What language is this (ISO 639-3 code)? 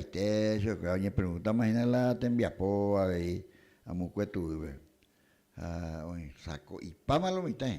grn